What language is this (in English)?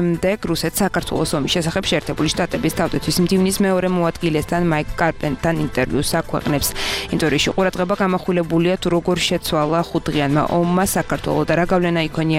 Georgian